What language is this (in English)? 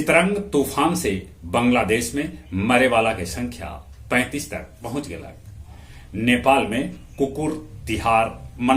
Magahi